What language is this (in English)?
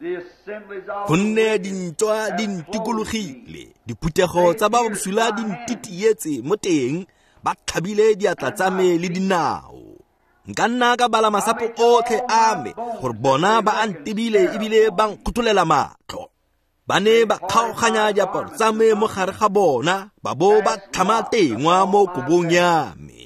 Tswana